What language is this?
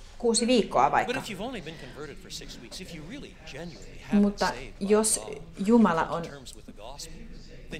Finnish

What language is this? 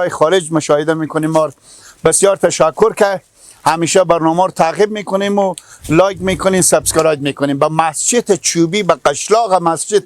Persian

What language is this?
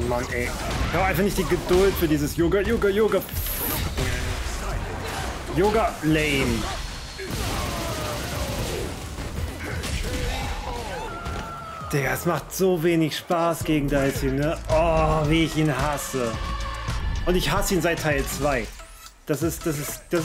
German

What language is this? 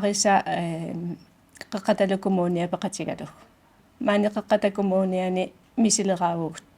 Kalaallisut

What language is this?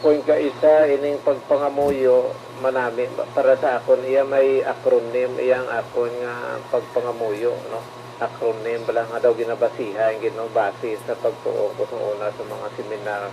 Hiligaynon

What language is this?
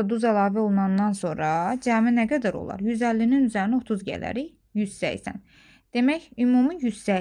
Azerbaijani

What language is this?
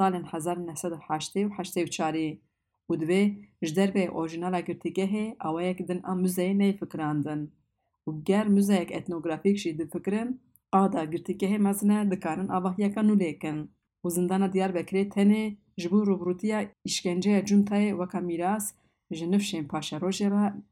Kurdish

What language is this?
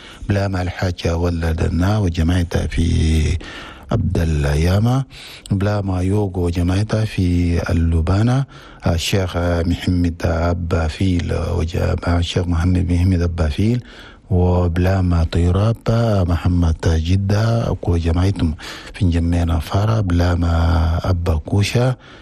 Chadian Arabic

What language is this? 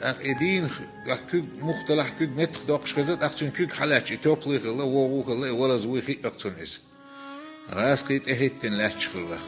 Chechen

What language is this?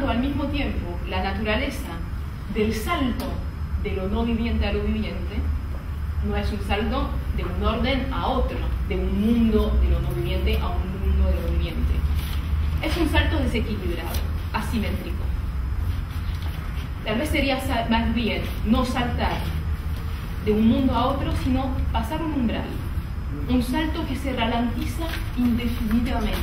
Spanish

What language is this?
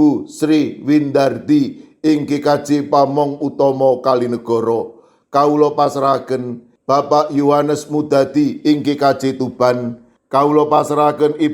Javanese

